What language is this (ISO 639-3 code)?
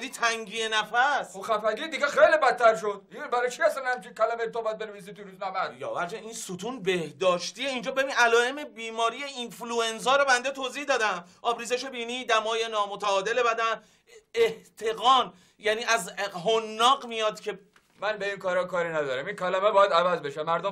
fas